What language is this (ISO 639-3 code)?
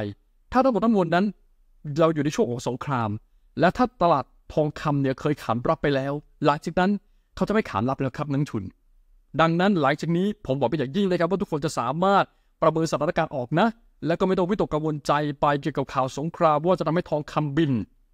tha